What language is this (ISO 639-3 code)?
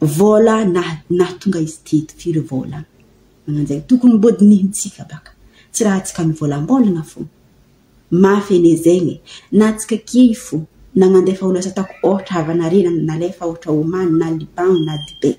mlg